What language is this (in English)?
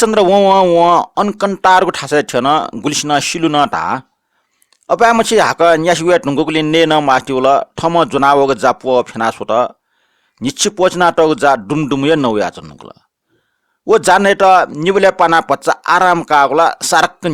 Newari